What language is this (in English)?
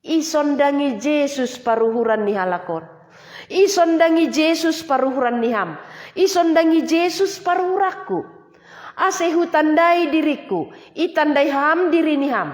Batak Simalungun